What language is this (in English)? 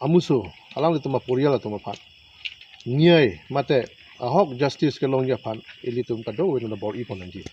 Karbi